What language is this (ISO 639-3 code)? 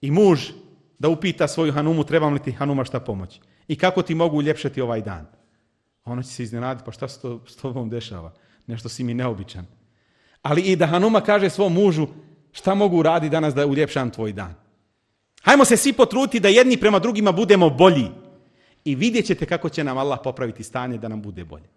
bos